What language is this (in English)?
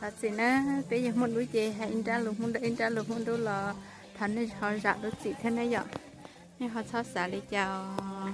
Hmong